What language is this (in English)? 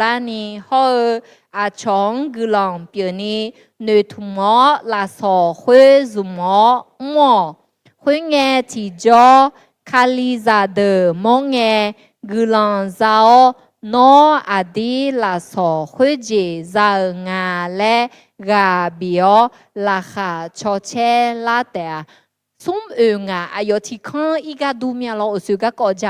Akha